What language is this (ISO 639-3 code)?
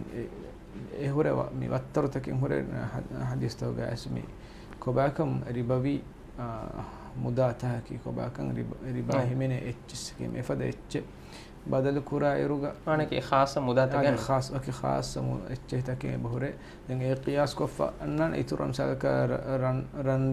div